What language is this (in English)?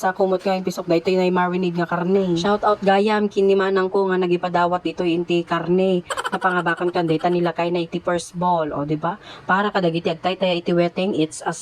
Iloko